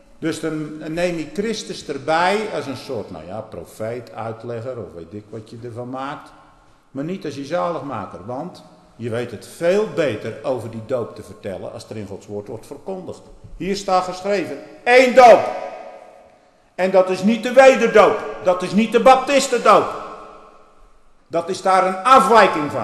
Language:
Dutch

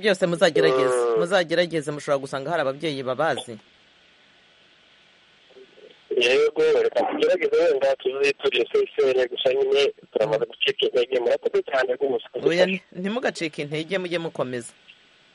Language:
Kinyarwanda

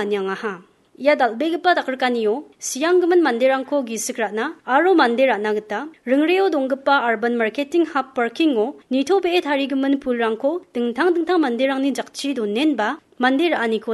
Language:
Garo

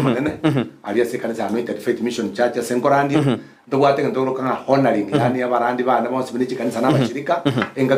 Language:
Gusii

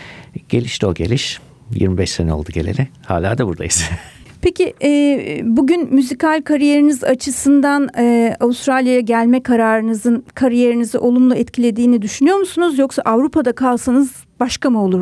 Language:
Turkish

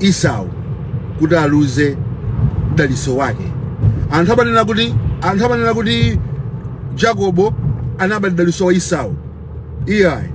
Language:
Nyanja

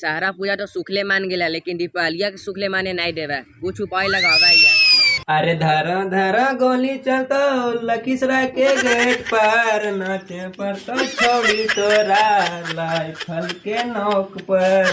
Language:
Magahi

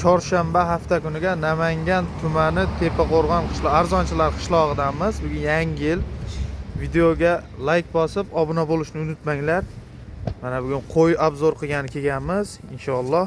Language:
Uzbek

